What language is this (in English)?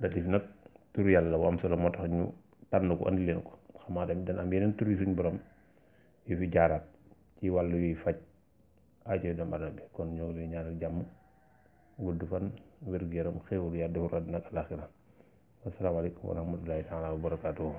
Wolof